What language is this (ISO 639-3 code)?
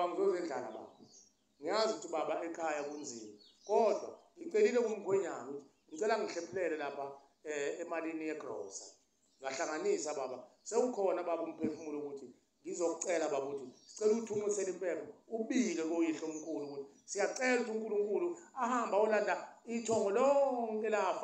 zul